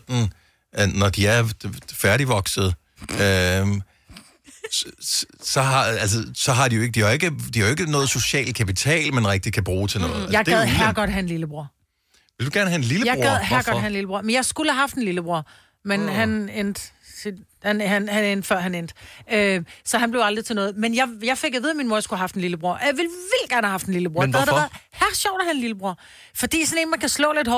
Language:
Danish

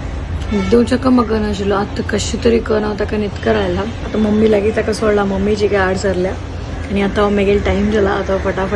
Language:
Konkani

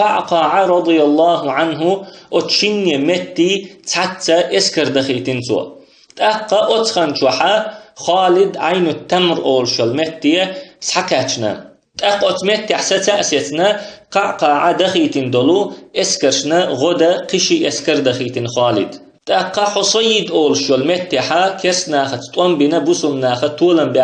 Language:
Chechen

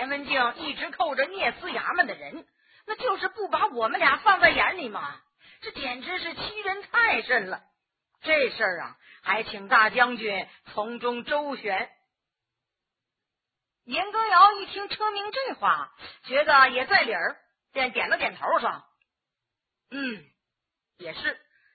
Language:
Chinese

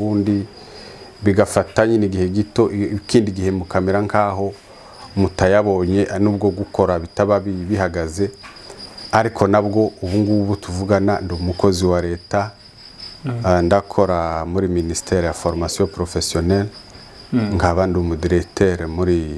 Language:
Kinyarwanda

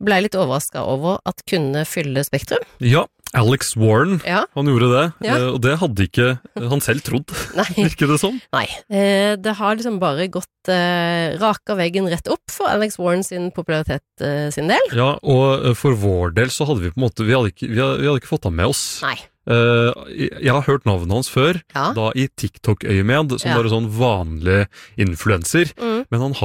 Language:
Norwegian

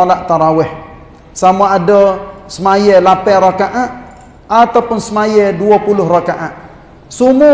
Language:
Malay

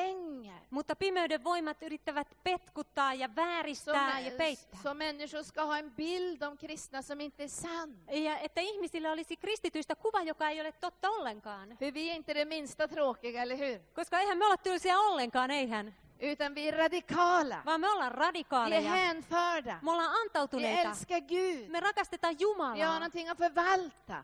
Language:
Swedish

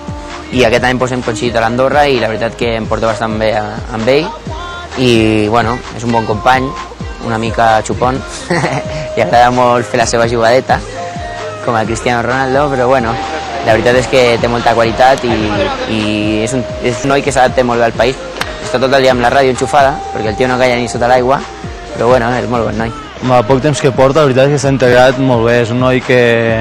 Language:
Catalan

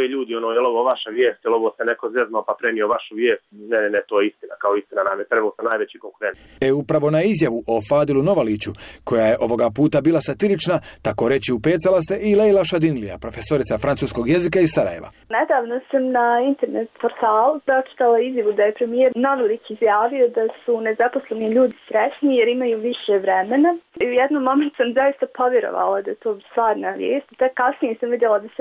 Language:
Bosnian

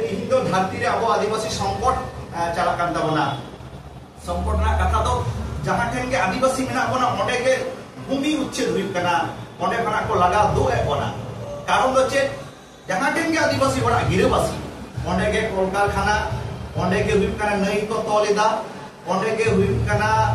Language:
Santali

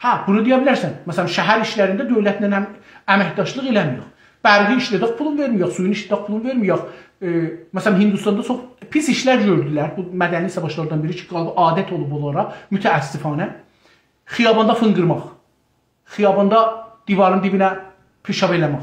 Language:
South Azerbaijani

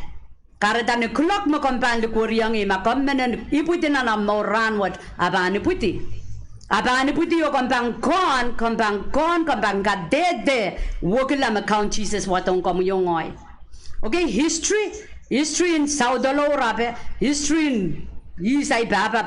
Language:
Pohnpeian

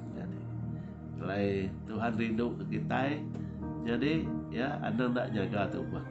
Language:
Iban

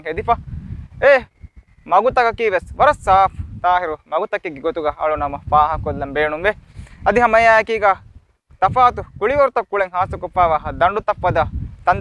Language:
Divehi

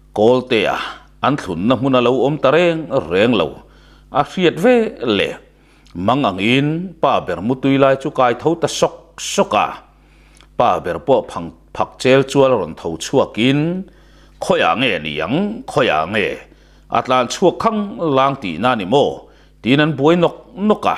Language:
Mizo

